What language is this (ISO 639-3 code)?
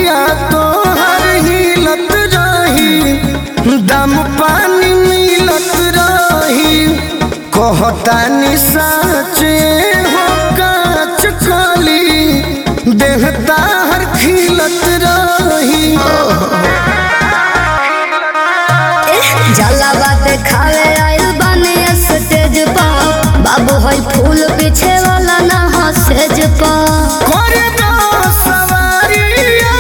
bho